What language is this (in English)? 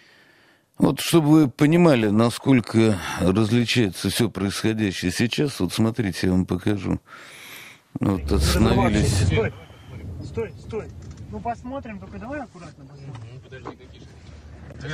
Russian